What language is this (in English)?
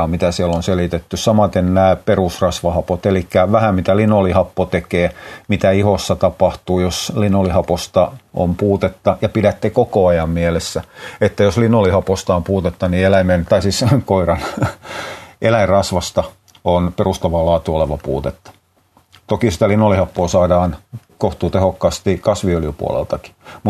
Finnish